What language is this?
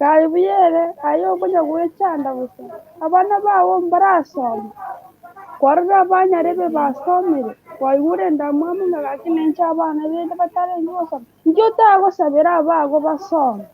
Gusii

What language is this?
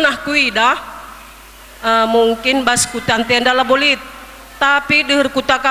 Batak Karo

